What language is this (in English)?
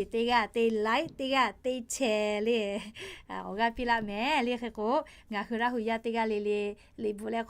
Lahu